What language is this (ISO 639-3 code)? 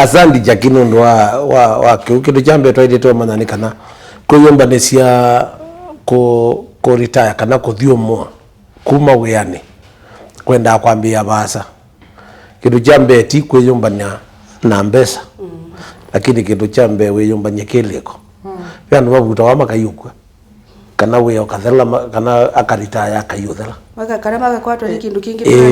kam